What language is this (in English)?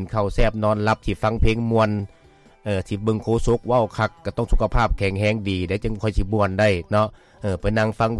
Lao